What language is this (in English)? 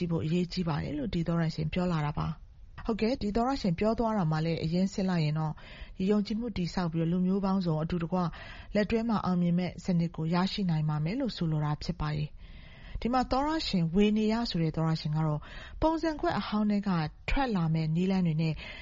Burmese